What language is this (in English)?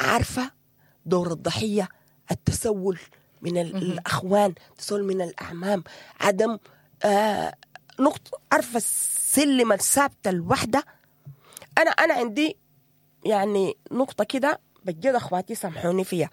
Sudanese Arabic